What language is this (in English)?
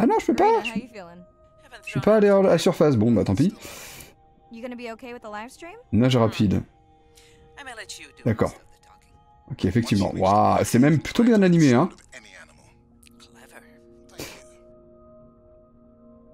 French